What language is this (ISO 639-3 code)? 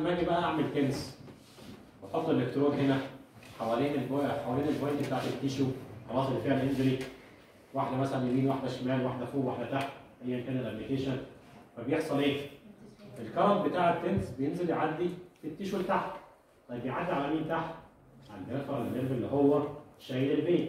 arz